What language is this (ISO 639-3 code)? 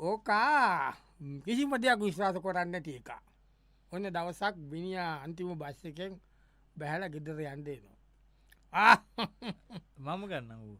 sin